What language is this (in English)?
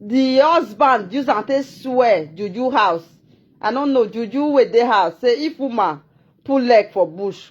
Nigerian Pidgin